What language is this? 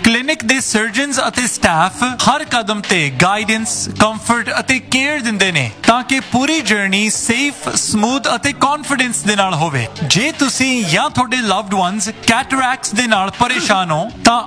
Punjabi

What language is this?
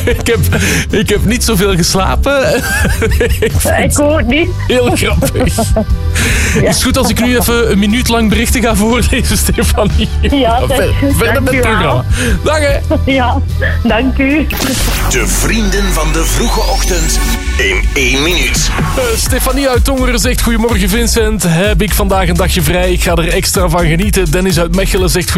Dutch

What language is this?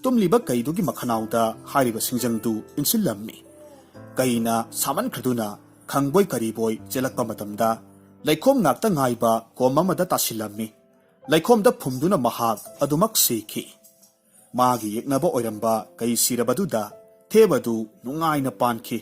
Manipuri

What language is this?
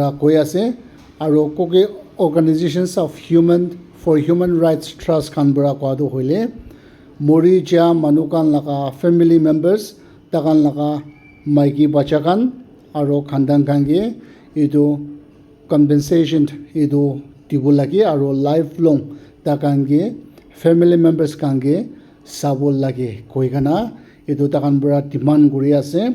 Naga Pidgin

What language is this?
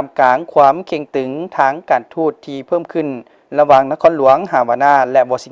Lao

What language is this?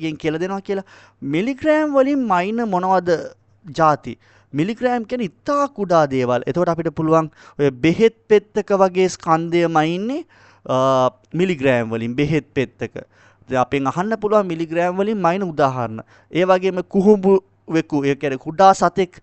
Sinhala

